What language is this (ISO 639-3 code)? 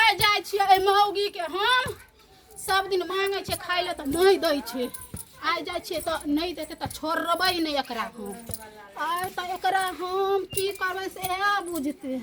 mai